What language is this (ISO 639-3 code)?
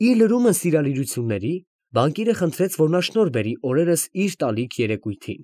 hye